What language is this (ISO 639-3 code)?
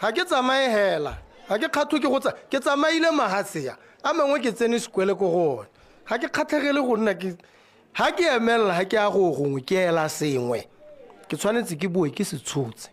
tsn